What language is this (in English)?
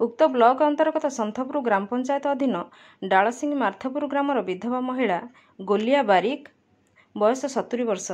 Odia